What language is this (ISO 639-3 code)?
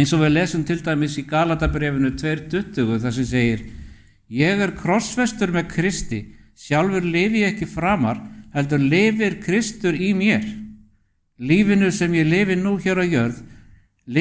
isl